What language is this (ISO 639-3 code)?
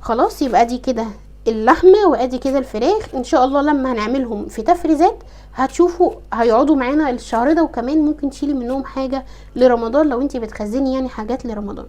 arz